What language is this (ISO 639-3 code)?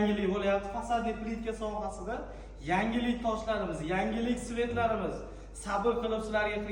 uzb